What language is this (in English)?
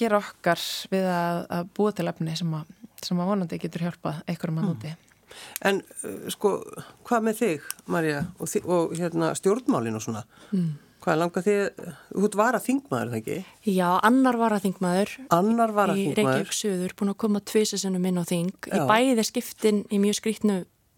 Icelandic